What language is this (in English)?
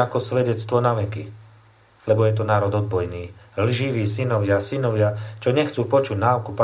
Slovak